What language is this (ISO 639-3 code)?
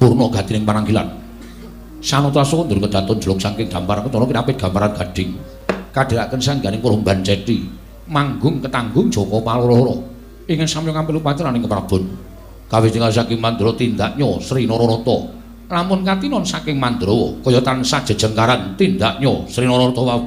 jav